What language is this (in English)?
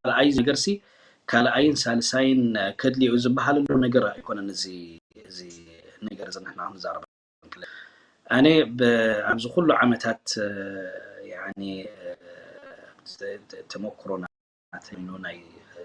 Tigrinya